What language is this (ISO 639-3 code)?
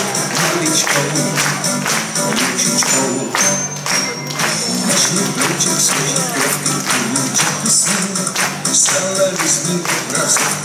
ces